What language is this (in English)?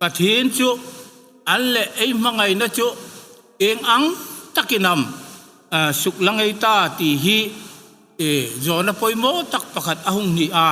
Hmar